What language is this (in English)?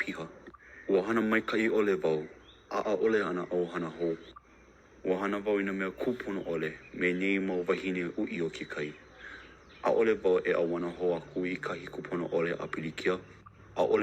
Hawaiian